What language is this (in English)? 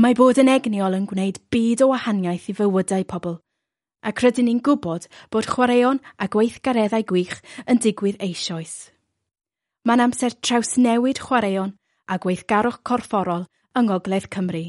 Welsh